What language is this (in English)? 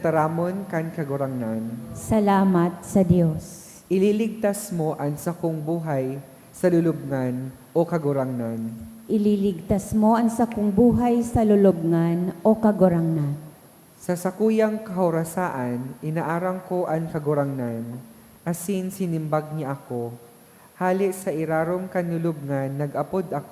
Bikol